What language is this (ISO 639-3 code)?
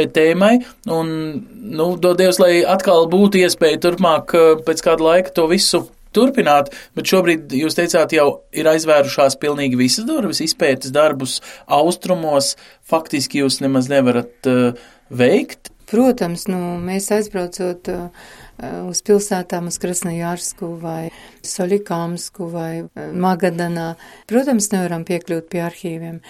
lav